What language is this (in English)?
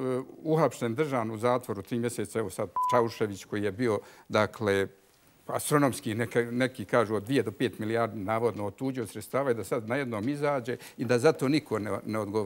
Bosnian